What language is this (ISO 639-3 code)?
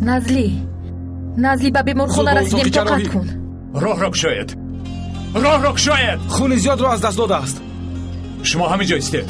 tgk